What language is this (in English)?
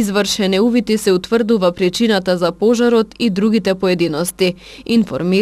Macedonian